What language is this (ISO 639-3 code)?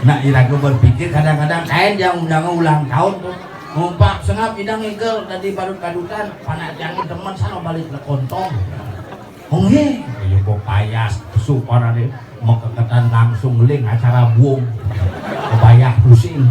ban